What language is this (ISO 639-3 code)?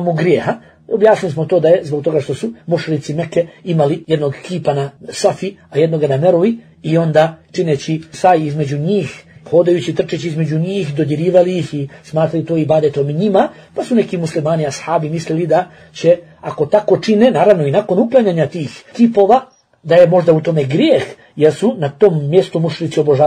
bos